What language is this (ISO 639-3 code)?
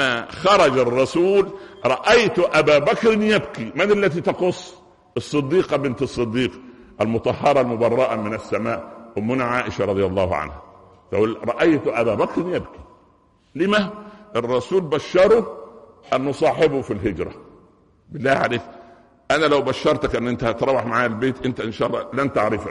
ara